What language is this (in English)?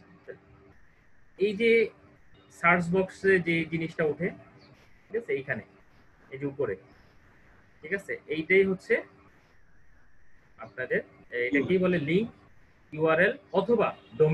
Bangla